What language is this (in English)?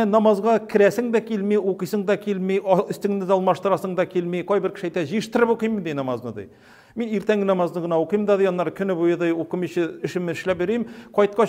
Tatar